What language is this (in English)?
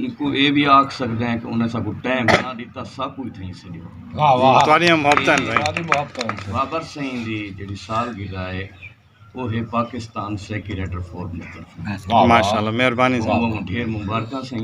Saraiki